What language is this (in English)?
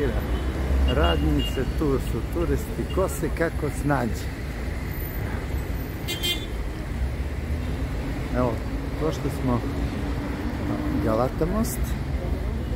Serbian